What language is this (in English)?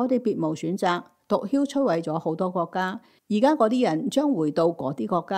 Cantonese